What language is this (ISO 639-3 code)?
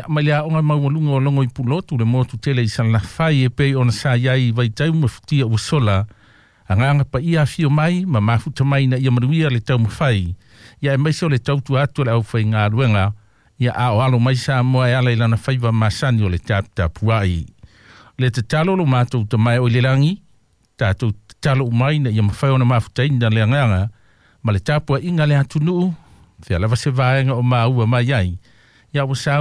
smo